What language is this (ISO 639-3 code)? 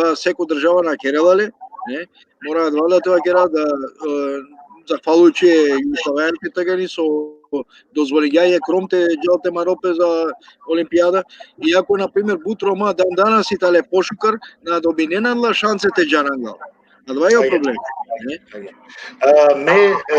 rmn